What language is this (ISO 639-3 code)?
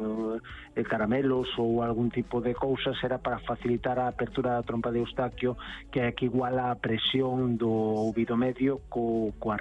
glg